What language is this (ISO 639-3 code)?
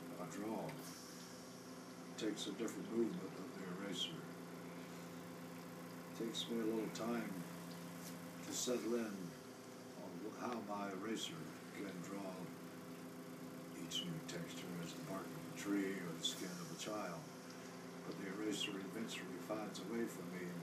eng